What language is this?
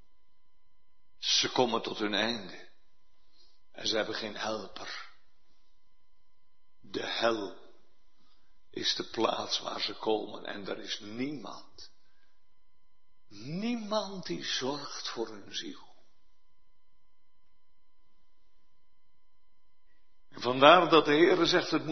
Dutch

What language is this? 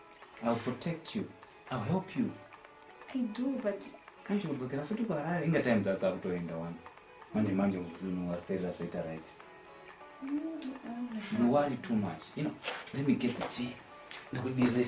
Shona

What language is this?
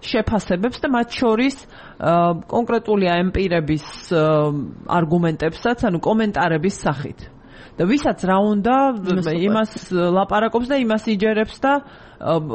Georgian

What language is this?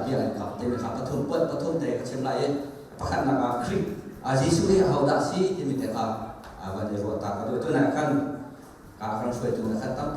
Hakha Chin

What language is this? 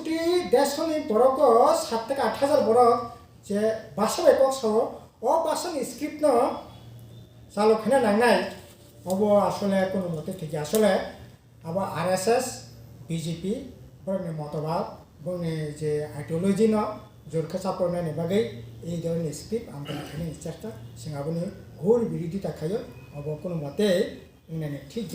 Kok Borok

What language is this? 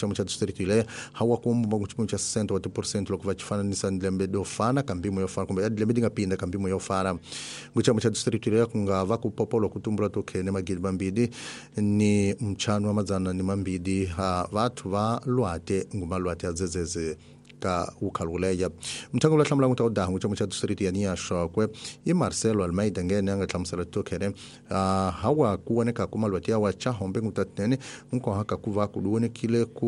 Tsonga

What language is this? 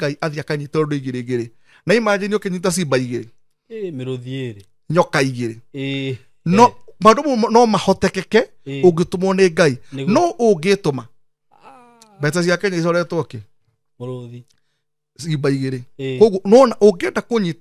Kikuyu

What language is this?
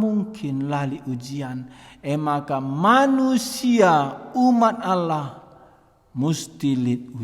Batak Karo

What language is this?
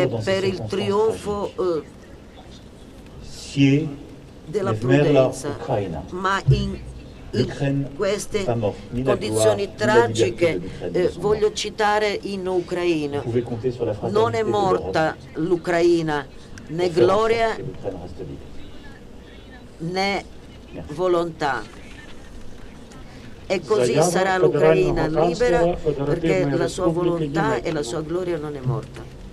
Italian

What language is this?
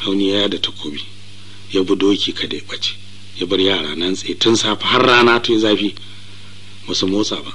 Hausa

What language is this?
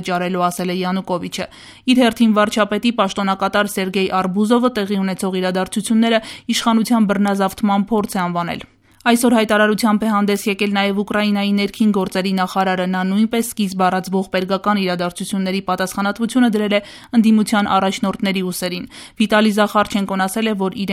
Armenian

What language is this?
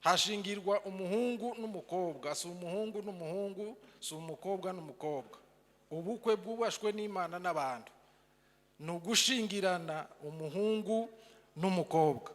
Kinyarwanda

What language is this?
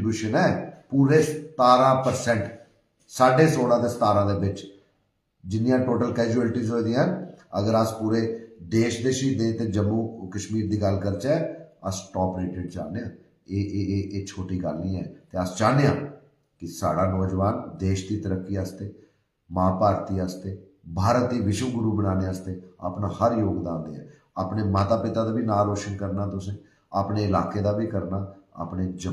Dogri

